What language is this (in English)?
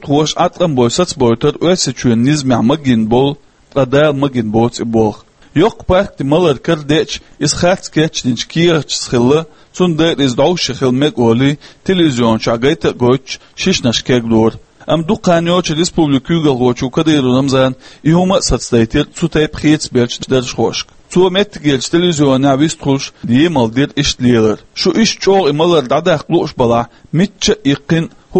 Chechen